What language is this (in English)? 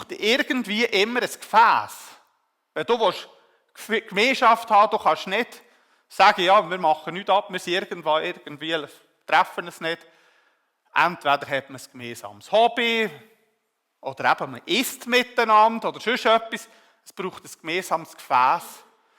Swiss German